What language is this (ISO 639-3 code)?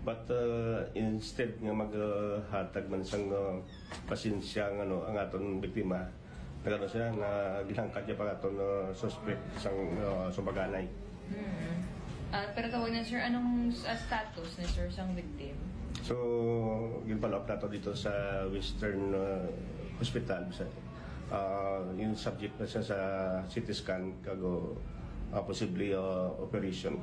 hil